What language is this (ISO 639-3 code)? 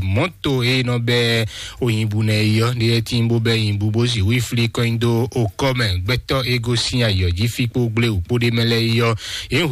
fon